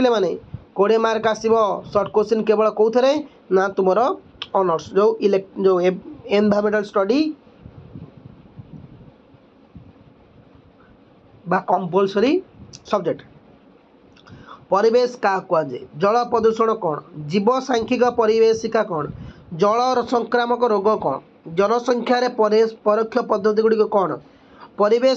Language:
Odia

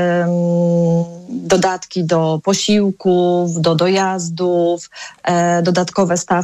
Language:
Polish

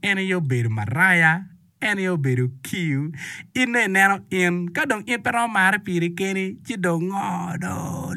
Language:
Acoli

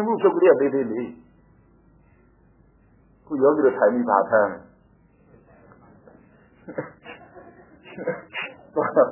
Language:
Burmese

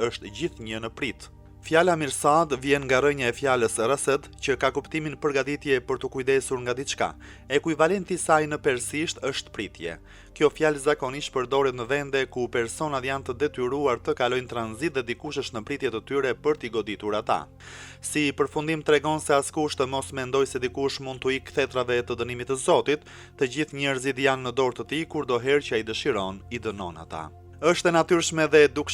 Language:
Albanian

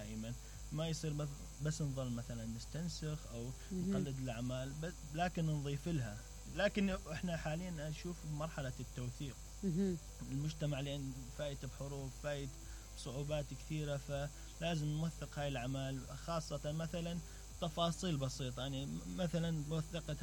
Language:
Mesopotamian Arabic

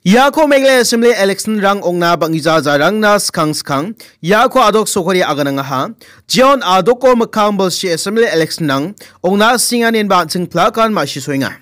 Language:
Garo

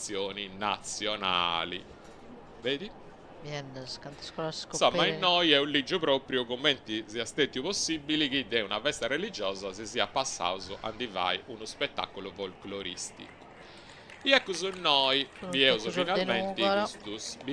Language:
Sardinian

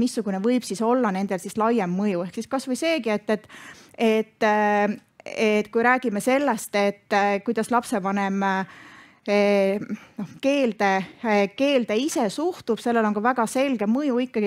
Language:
Estonian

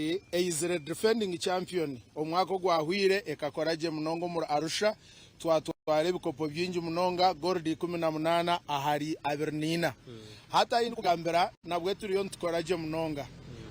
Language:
Nyankole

